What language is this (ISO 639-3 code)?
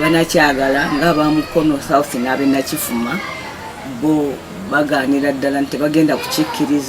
lug